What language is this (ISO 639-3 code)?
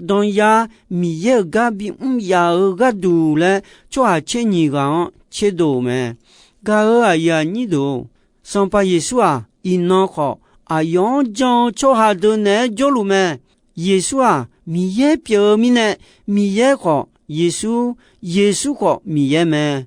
ahk